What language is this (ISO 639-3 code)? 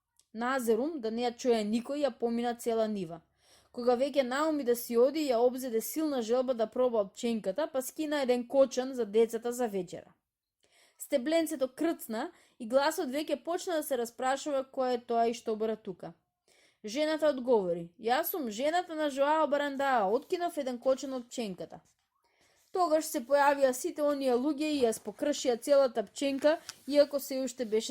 mkd